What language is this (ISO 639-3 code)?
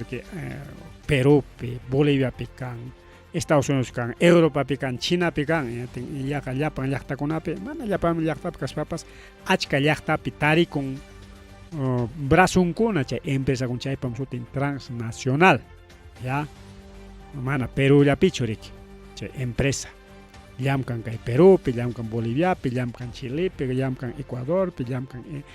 quy